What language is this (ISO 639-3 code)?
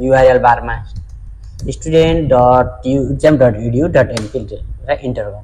nep